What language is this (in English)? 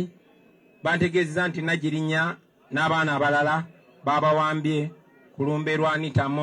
Ganda